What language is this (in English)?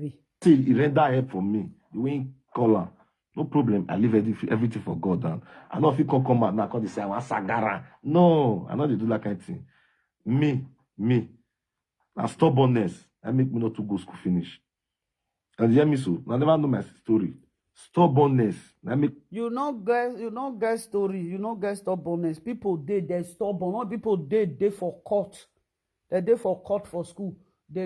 Nigerian Pidgin